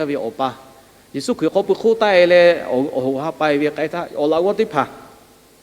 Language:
Lahu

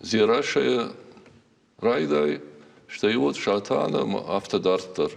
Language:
Ossetic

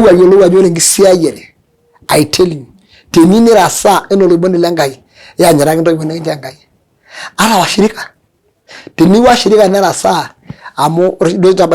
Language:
Masai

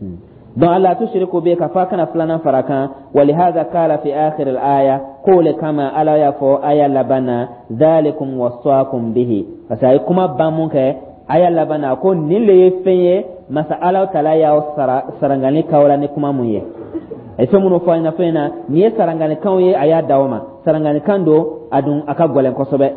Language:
Dyula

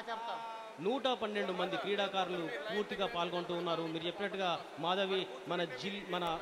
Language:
Telugu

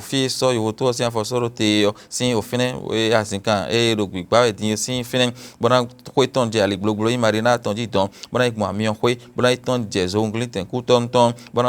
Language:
Fon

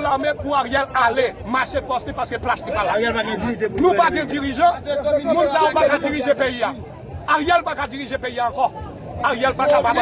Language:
Haitian Creole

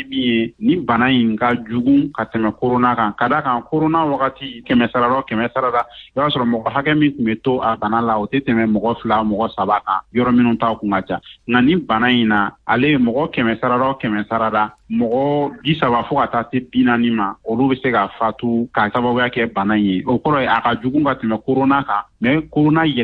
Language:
Bambara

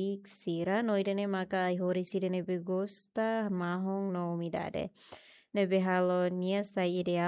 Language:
Tetum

